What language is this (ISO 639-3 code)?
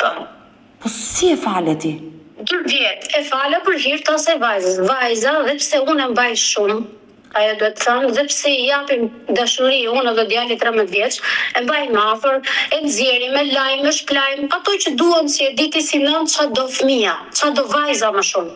sqi